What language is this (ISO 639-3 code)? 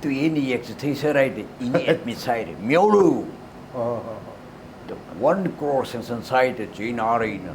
nmf